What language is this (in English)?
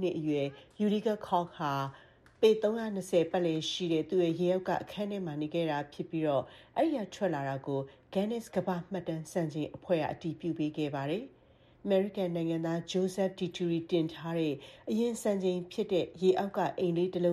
Burmese